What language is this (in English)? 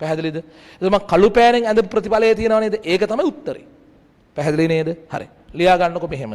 Sinhala